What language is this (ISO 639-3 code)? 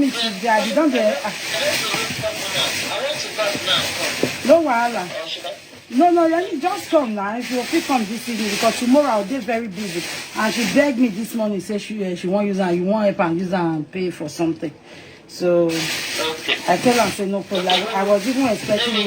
pcm